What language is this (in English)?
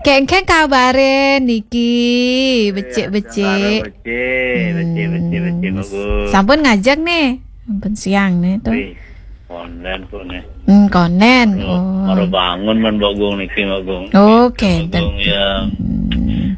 Balinese